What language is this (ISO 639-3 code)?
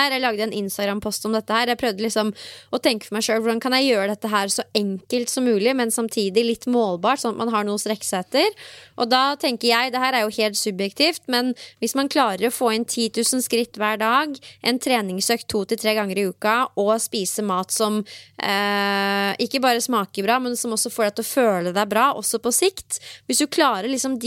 nor